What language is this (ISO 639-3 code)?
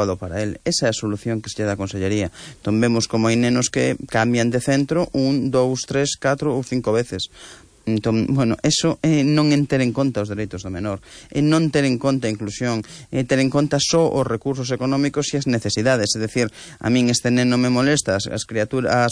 glg